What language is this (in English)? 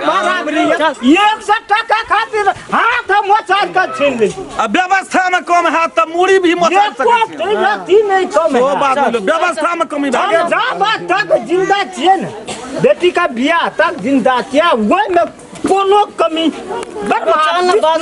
Maithili